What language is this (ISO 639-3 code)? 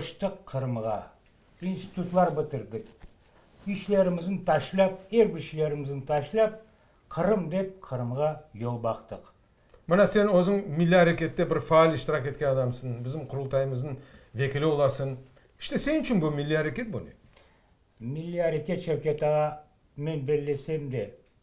crh